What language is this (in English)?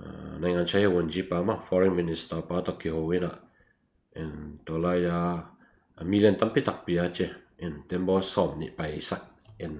Tedim Chin